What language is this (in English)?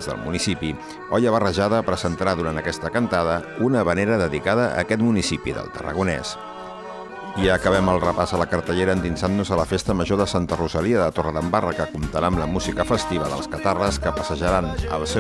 Catalan